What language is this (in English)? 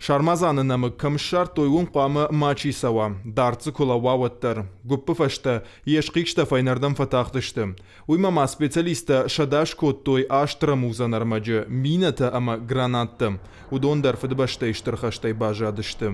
Ossetic